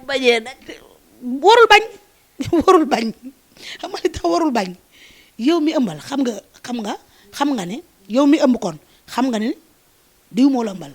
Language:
Wolof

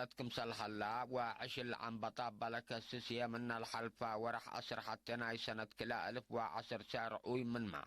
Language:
Tigre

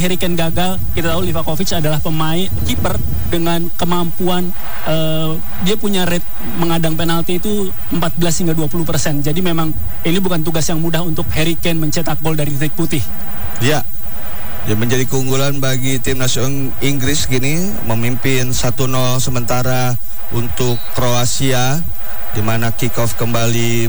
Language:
Indonesian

